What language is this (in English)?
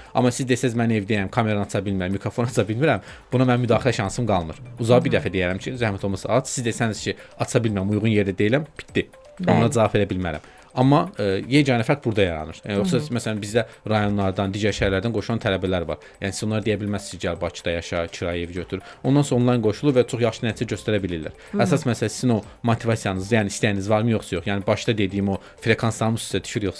Azerbaijani